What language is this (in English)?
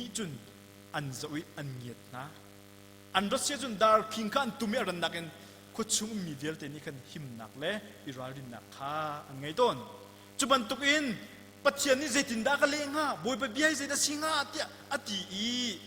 Hakha Chin